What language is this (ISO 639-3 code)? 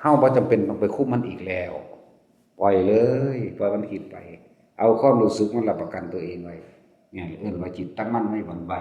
tts